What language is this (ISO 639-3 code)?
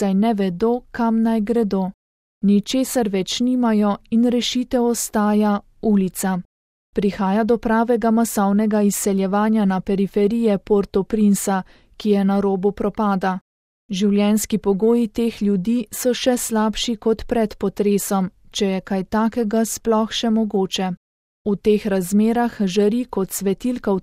slv